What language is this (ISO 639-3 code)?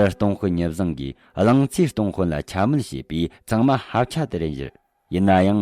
bod